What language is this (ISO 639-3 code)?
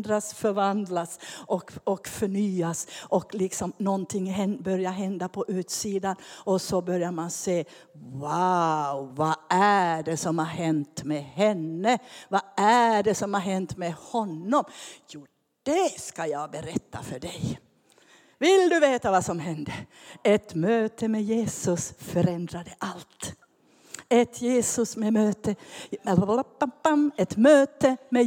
swe